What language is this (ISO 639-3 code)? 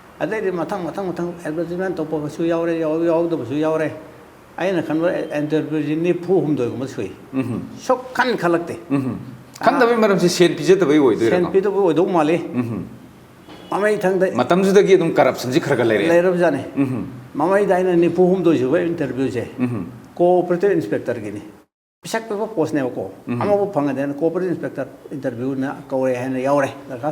mni